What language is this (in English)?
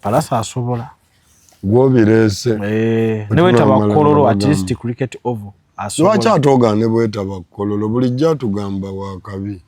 Ganda